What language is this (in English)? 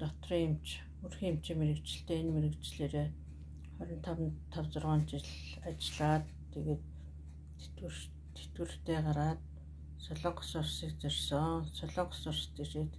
Mongolian